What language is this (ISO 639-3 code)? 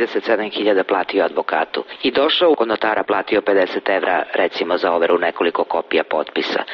srp